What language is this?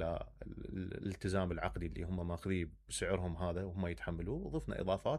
Mesopotamian Arabic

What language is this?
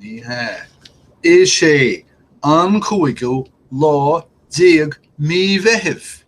Irish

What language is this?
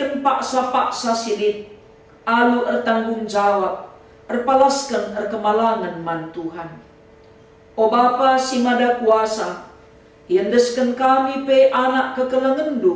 Batak Karo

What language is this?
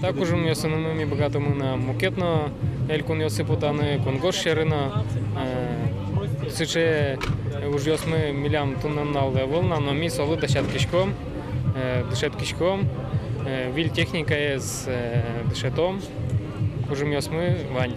Udmurt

